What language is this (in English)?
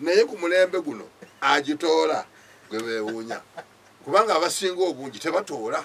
Ganda